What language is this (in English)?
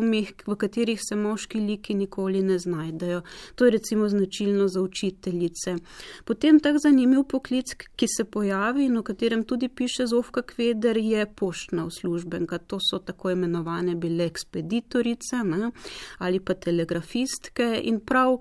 Slovenian